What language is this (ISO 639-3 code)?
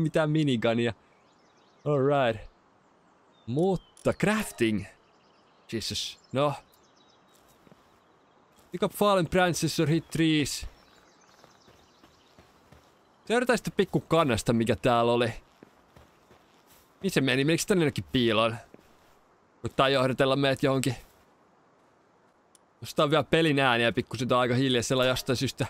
fin